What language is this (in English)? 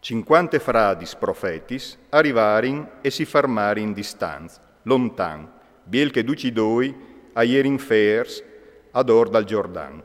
Friulian